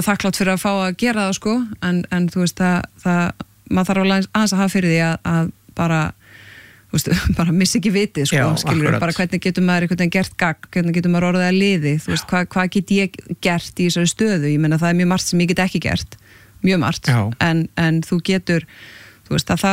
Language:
Icelandic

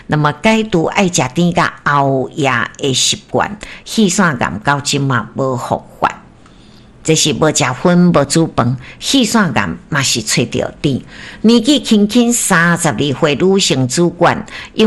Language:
Min Nan Chinese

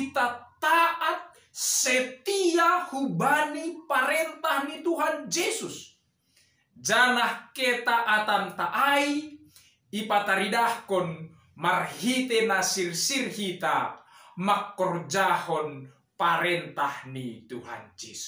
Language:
Batak Simalungun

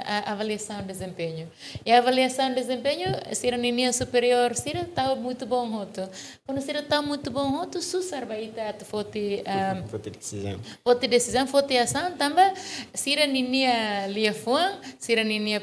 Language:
Tetum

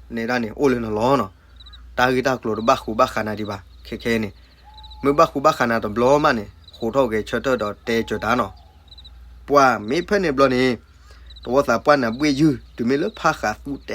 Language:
S'gaw Karen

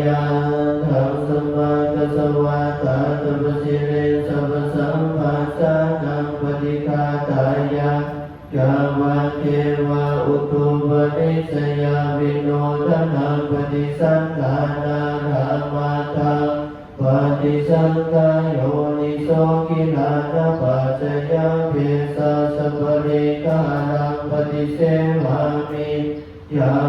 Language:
Pali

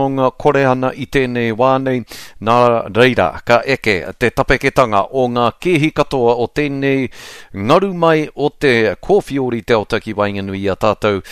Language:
Māori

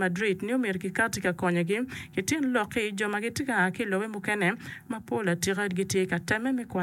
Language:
Acoli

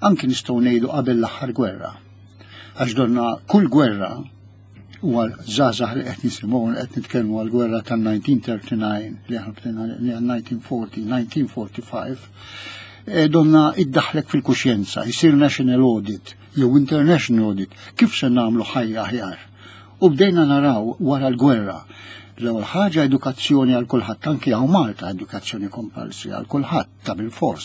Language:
Maltese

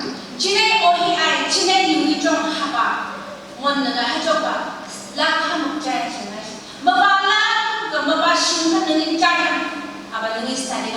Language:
Phom Naga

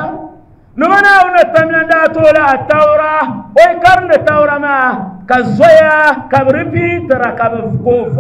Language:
Dagbani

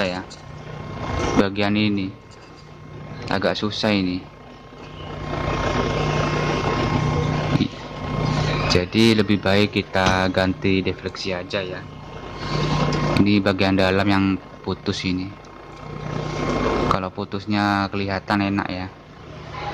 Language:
Indonesian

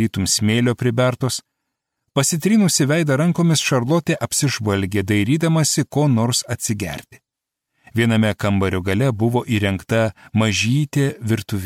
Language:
Lithuanian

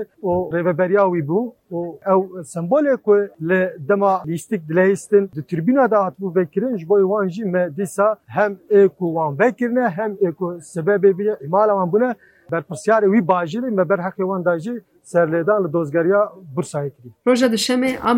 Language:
Kurdish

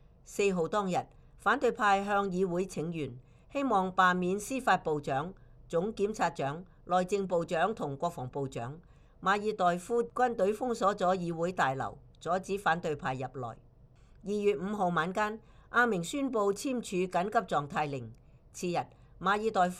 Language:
Cantonese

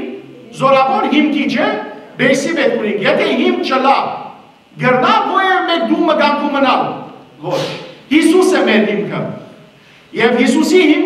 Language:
Western Armenian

